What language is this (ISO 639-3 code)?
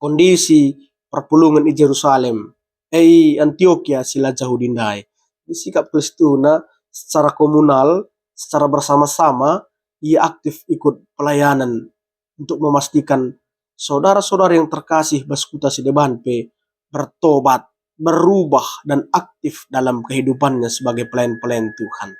btx